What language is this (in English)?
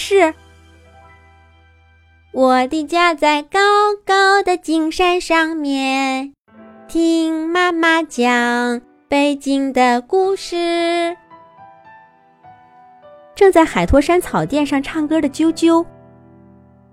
Chinese